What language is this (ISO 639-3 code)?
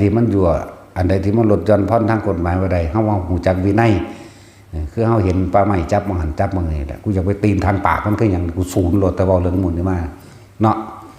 tts